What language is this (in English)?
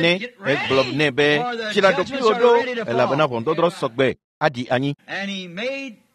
Ewe